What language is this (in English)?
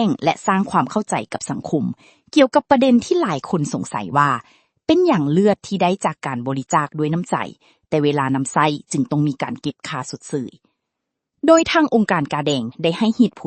Lao